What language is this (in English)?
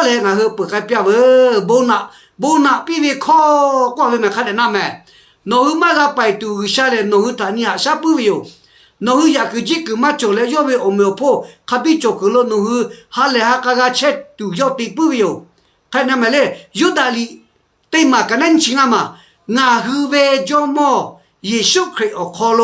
Lahu